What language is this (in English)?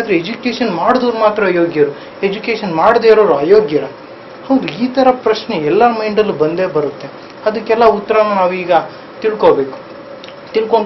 Kannada